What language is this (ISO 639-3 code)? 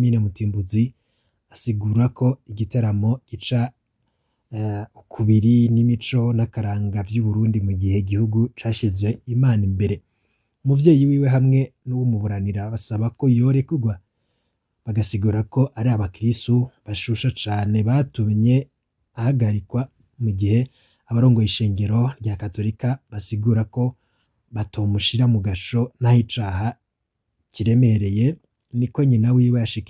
run